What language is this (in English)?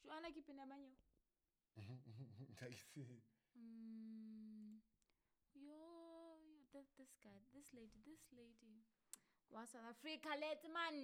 Southern Sotho